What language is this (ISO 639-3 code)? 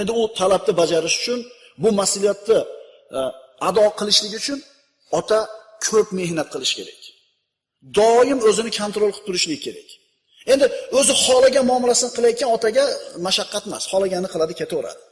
uzb